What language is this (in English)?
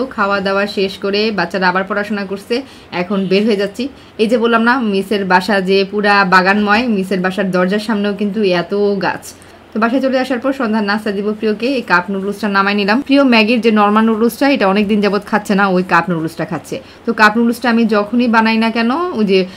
Bangla